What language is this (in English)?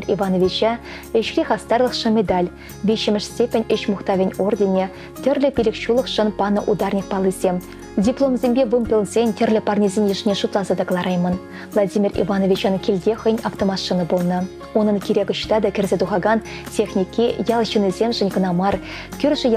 Chuvash